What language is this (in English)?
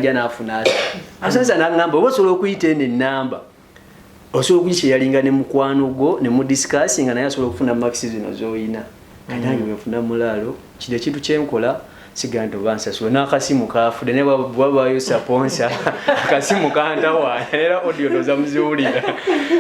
Ganda